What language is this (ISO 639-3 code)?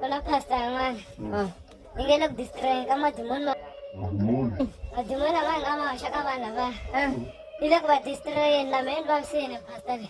tso